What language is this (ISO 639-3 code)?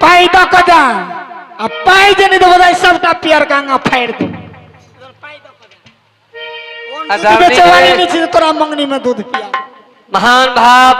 mai